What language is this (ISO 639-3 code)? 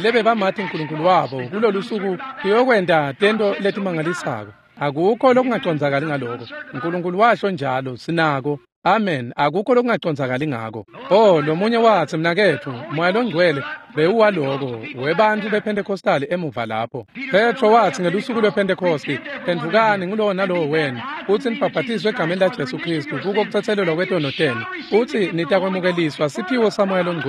ssw